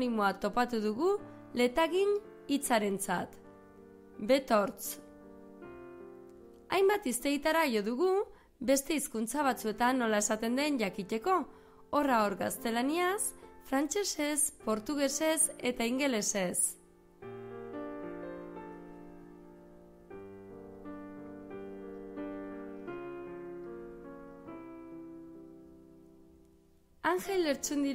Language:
Basque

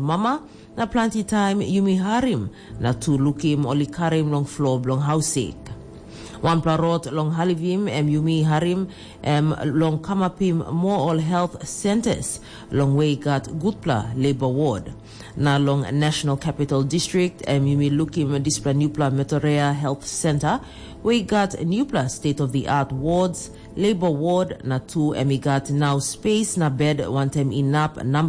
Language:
Tok Pisin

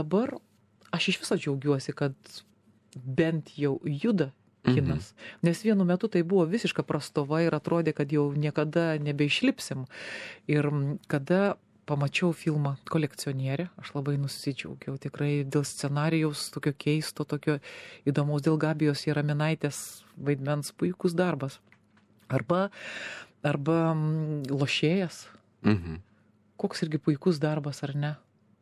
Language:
Lithuanian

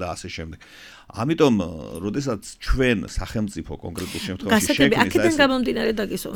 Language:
Georgian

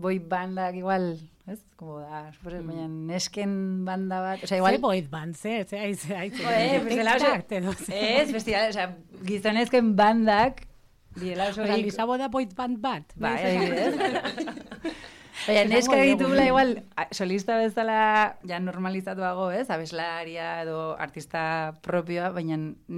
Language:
Basque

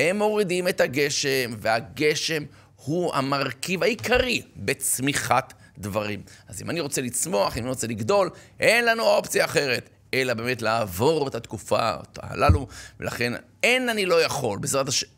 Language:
Hebrew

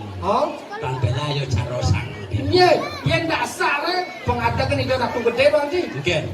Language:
Balinese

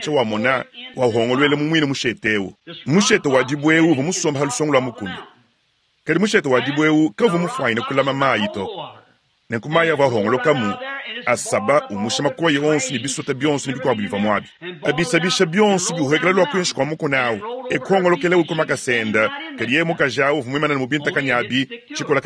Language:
Luba-Lulua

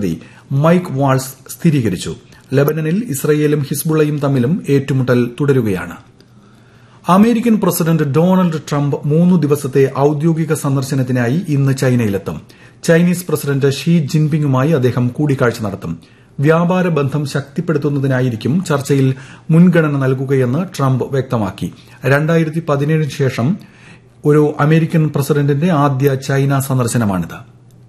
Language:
Malayalam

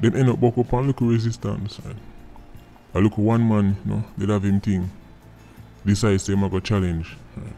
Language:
Jamaican Creole English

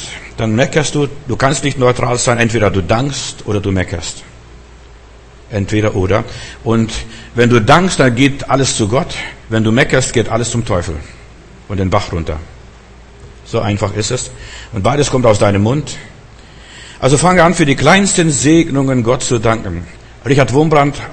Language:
German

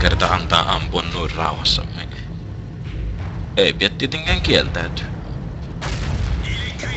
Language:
Finnish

